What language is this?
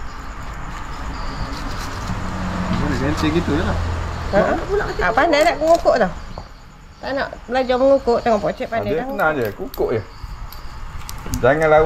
Malay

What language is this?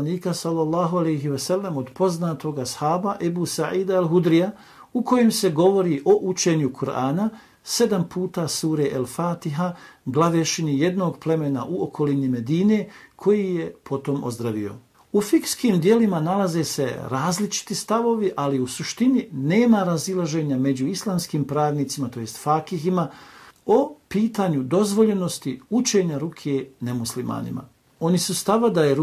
Bosnian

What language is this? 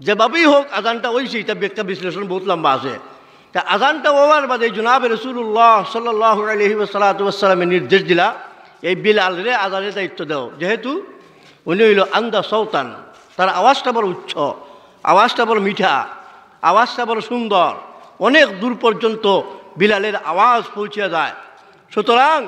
Sylheti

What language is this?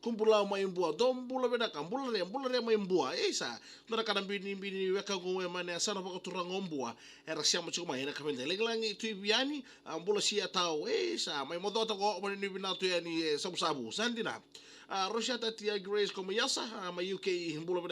Fijian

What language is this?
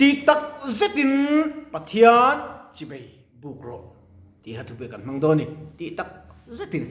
Mizo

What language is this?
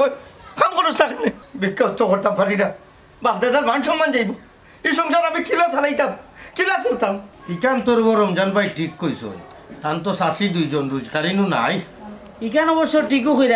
Sylheti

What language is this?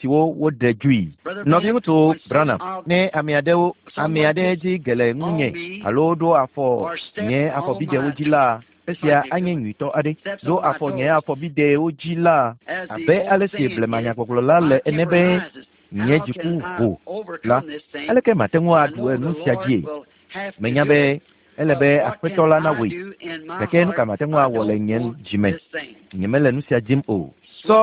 Ewe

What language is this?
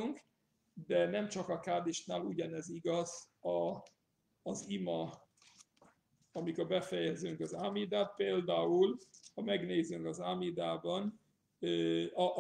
Hungarian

